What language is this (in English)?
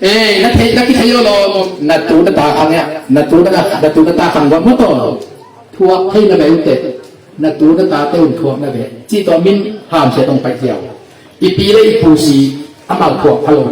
Tedim Chin